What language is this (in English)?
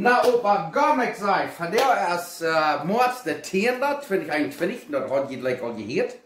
Plautdietsch